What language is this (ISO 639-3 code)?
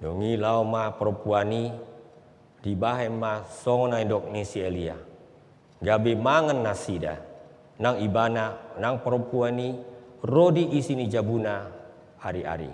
bbc